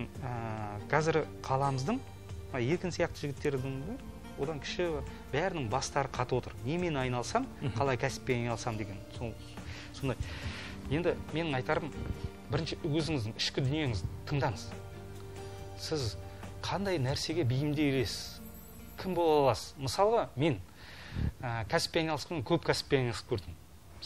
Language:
Kazakh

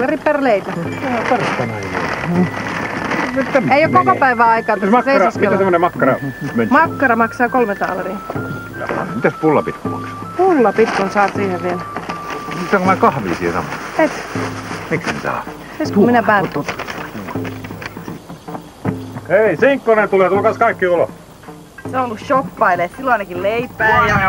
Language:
Finnish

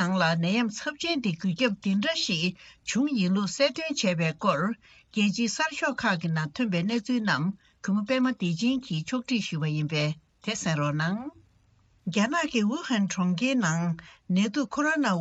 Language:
Tibetan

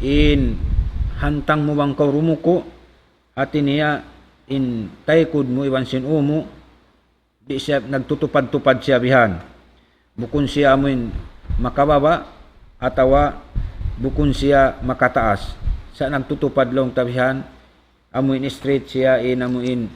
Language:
Tausug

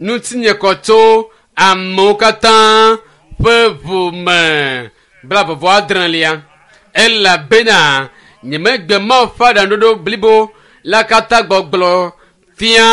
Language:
Ewe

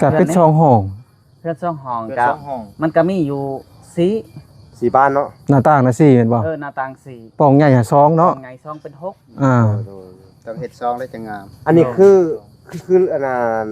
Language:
Lao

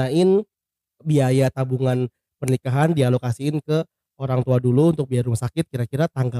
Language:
Indonesian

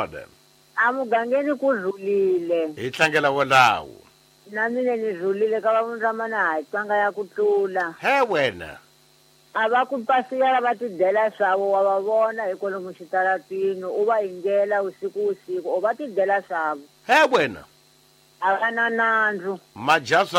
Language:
Tsonga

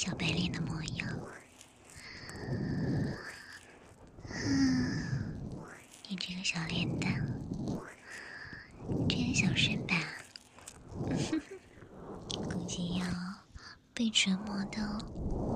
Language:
Chinese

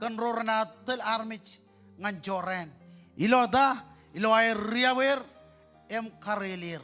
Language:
Marshallese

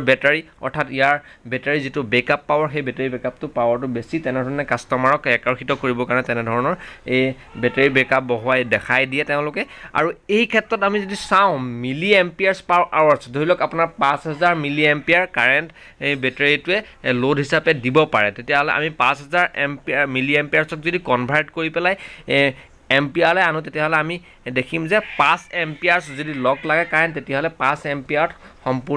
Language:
Assamese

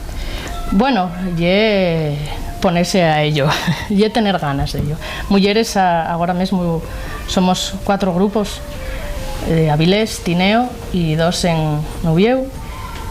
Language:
Asturian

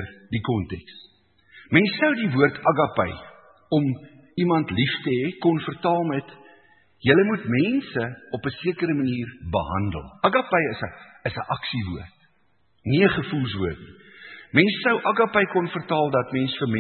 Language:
Afrikaans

